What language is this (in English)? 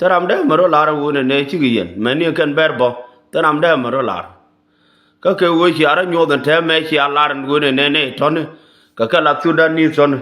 Nuer